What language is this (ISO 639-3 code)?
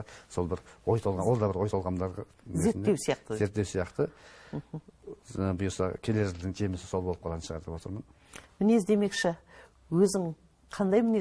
kaz